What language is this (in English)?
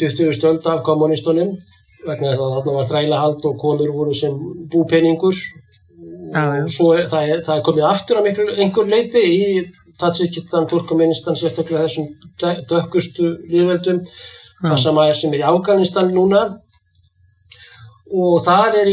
Icelandic